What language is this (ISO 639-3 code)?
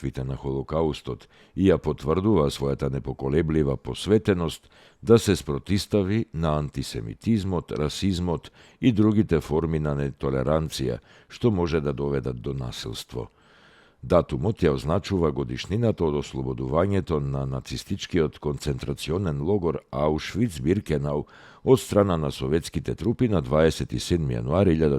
mkd